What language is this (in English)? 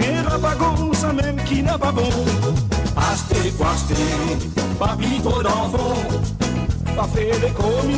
Morisyen